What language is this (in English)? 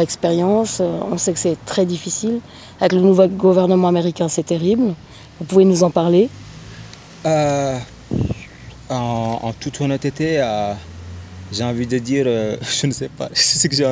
French